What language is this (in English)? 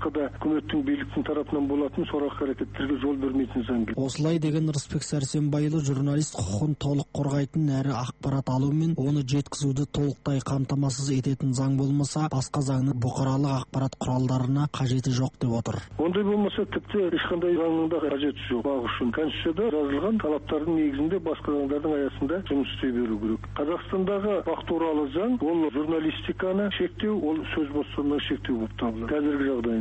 Kazakh